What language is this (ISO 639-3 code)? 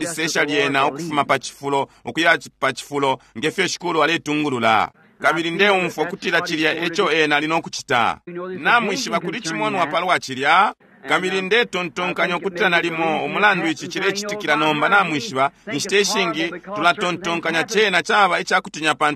bem